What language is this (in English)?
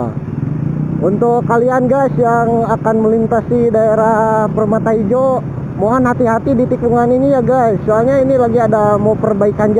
Betawi